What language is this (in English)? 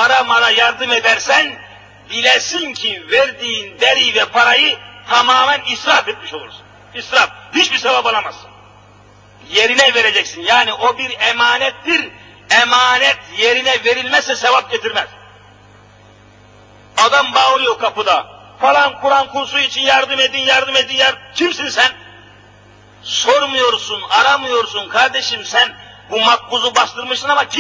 Turkish